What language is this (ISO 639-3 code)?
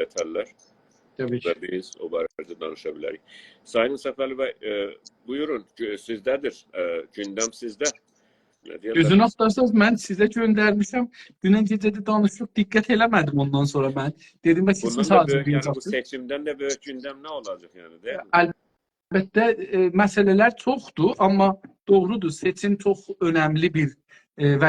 azb